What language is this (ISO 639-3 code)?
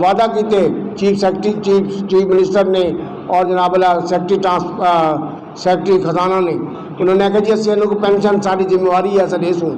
skr